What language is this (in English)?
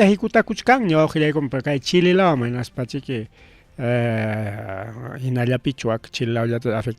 Ayacucho Quechua